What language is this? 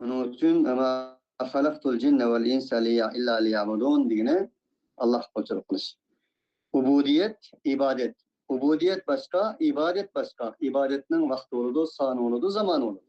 Uyghur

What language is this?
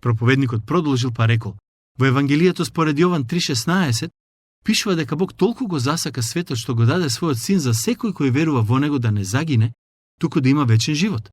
Macedonian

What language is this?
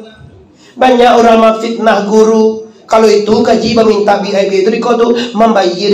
Minangkabau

